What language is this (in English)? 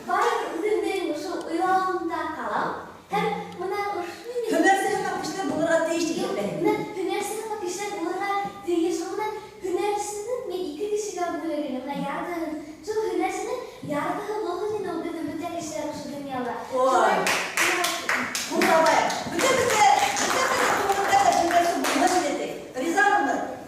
Bashkir